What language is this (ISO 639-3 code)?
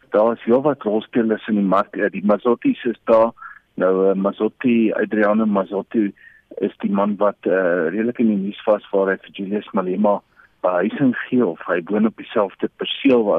afr